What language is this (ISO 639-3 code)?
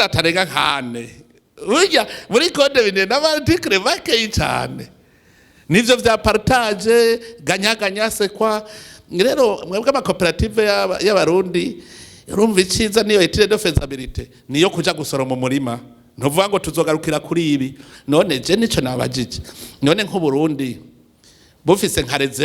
run